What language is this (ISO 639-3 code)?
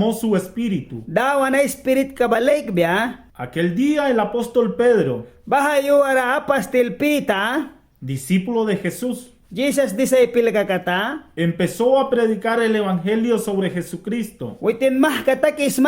miq